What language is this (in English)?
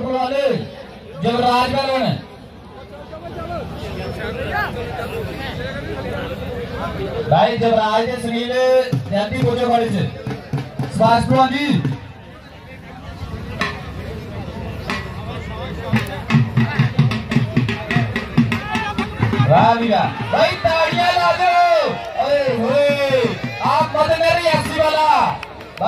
Hindi